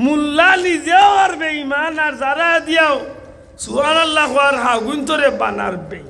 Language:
Sylheti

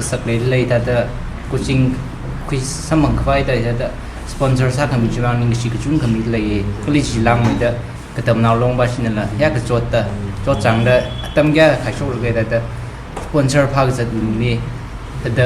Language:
Tangkhul Naga (India)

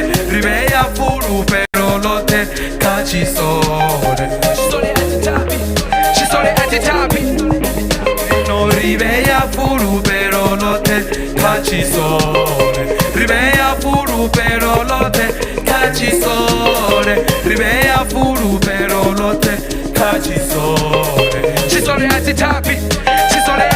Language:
Venda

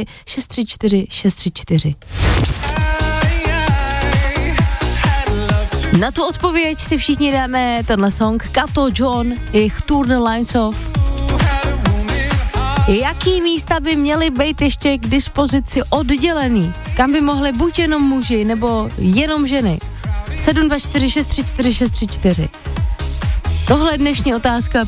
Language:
Czech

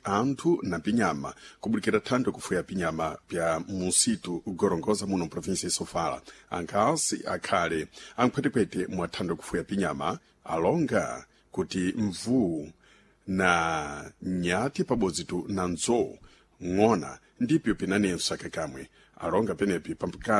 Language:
Sena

